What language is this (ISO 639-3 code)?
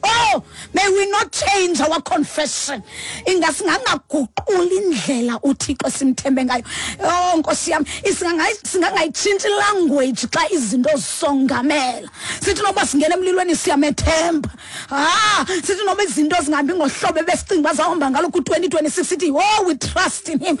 xho